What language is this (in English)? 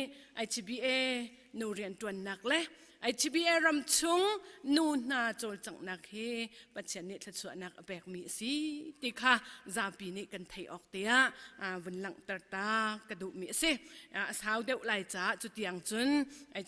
Hakha Chin